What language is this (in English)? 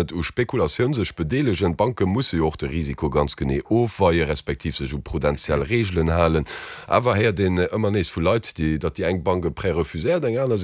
Luxembourgish